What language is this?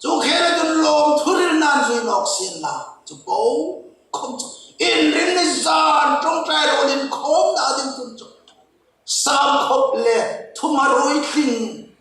Hmar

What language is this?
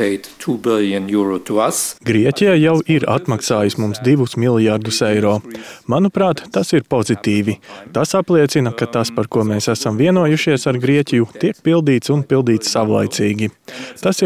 Latvian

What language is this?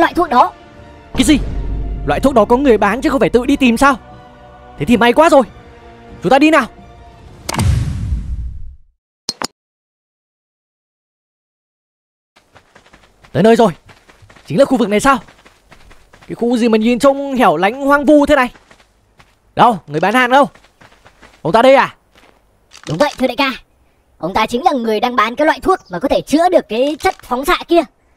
Vietnamese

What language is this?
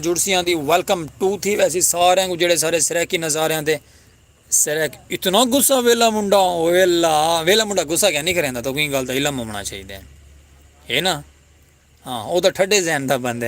Saraiki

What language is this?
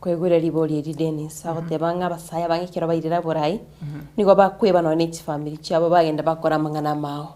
Gusii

